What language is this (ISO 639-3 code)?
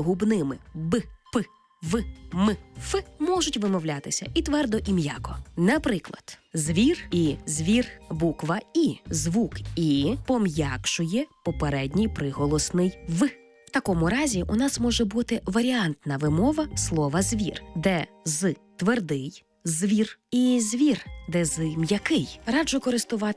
ukr